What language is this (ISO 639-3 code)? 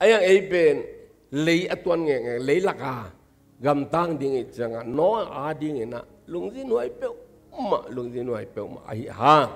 ctd